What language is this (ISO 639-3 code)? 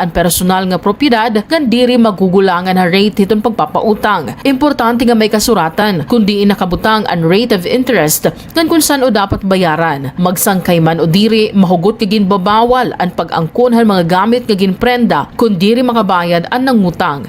war